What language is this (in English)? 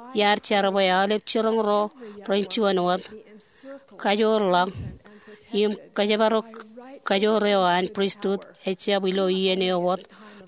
Marshallese